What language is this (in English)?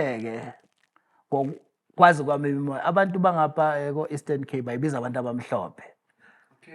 Zulu